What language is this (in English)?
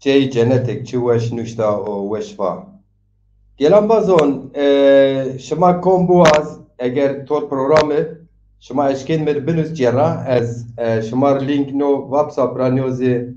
Zaza